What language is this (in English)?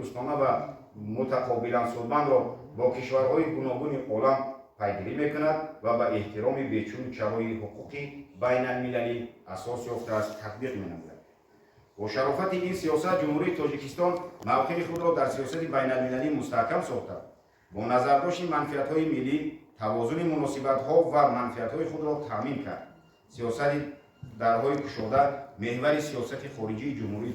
Tajik